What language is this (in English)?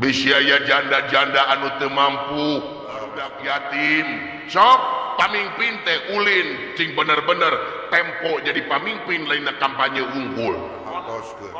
Sundanese